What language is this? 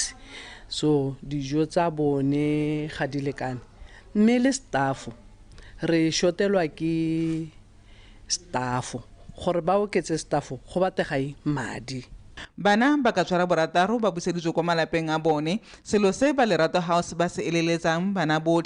Tswana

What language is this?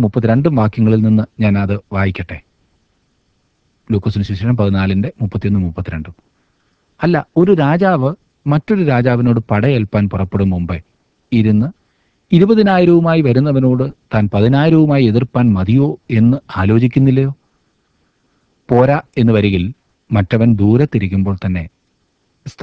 Malayalam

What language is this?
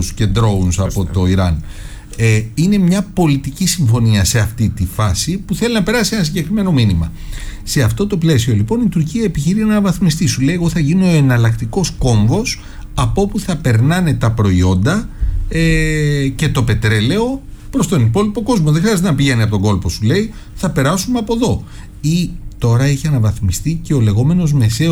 Greek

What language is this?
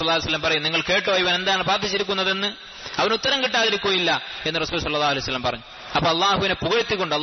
Malayalam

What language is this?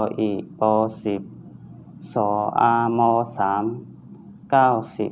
Shan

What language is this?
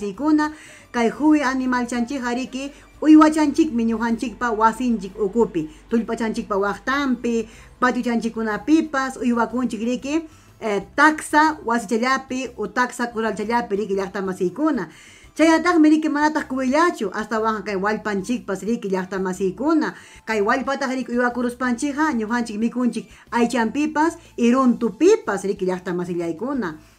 Ayacucho Quechua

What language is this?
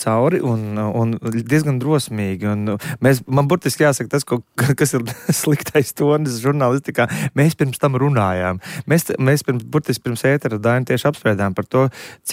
Latvian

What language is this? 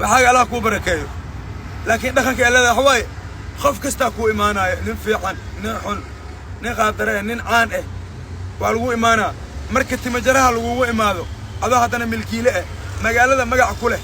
Somali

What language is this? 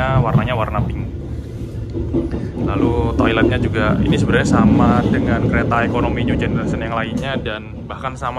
Indonesian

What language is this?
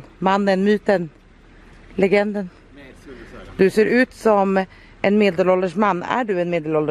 Swedish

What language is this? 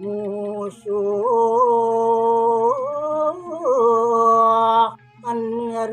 Balinese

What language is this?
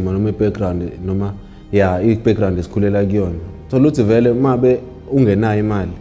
Zulu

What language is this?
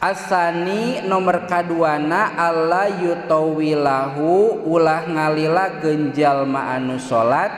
Sundanese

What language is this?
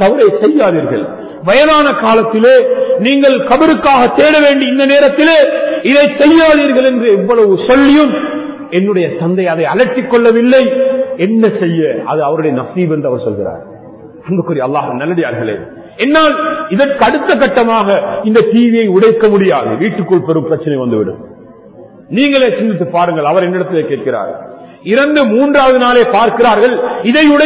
Tamil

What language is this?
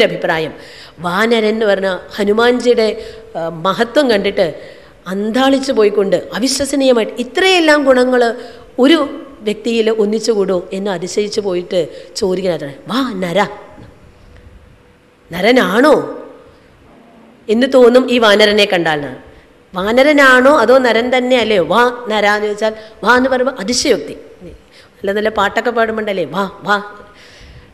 Malayalam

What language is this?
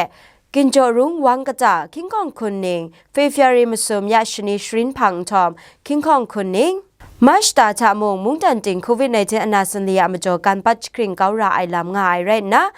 Kachin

